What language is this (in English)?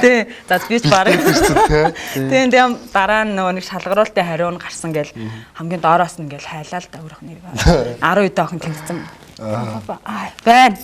Mongolian